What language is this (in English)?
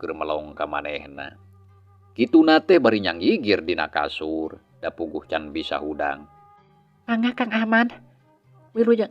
Sundanese